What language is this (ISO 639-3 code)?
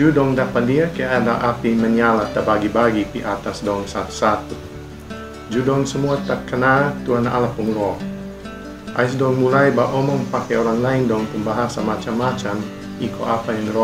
mkn